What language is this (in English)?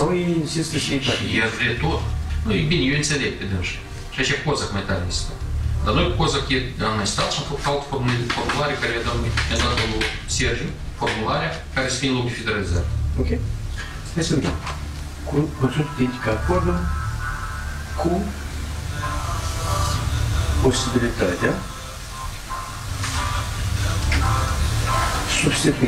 Romanian